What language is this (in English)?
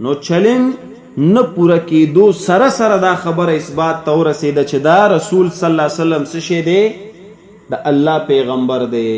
Pashto